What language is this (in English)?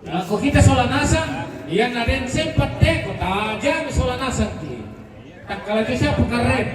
Toraja-Sa'dan